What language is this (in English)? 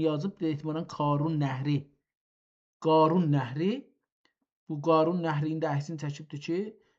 South Azerbaijani